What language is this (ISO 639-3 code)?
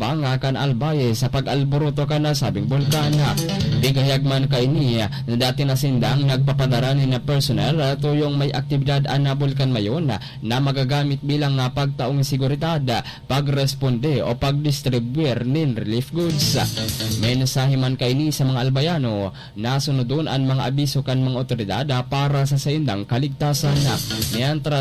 bik